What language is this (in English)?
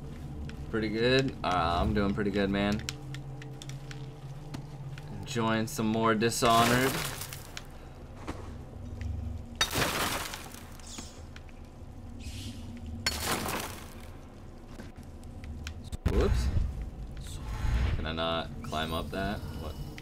English